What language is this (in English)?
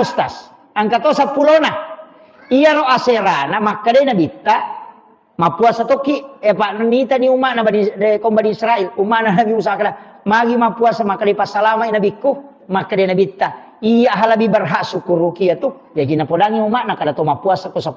Buginese